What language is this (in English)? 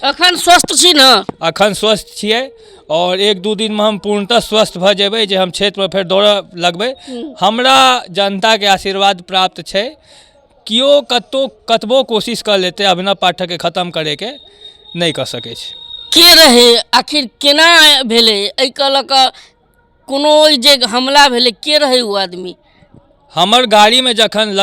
Maithili